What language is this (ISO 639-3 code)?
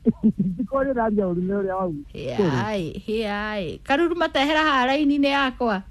kik